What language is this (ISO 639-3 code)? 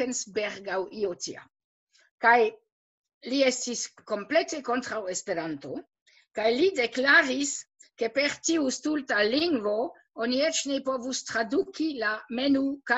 epo